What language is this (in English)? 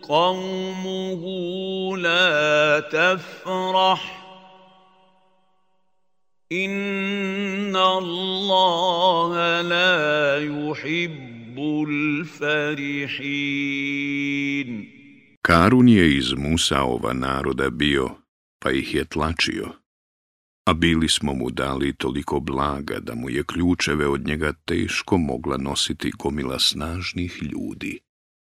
Bosnian